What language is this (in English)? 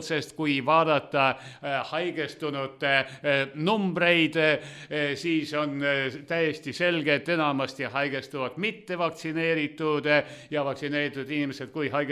Estonian